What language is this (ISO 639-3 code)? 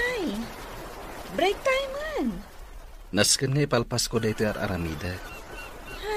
ilo